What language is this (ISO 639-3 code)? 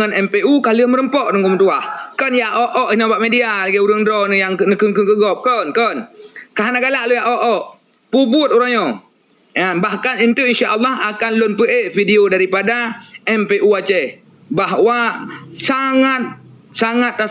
ace